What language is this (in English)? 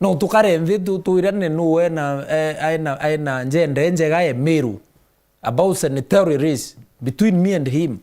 Meru